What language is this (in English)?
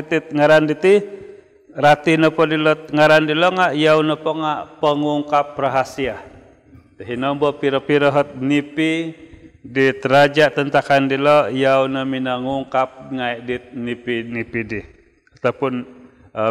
Central Dusun